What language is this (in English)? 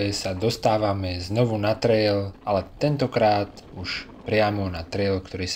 Slovak